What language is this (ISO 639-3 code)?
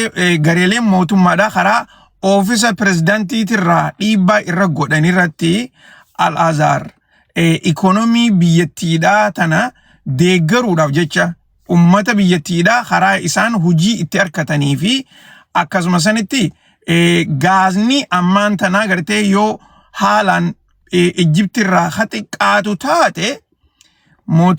orm